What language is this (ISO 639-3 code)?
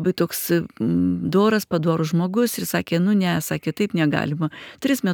lit